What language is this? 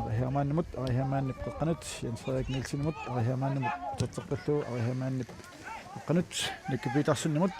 Kalaallisut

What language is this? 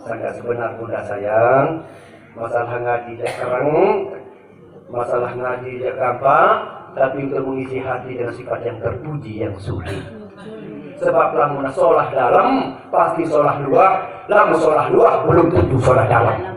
Sasak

